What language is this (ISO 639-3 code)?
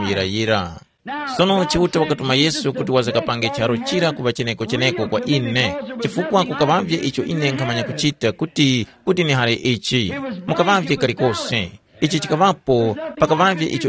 tum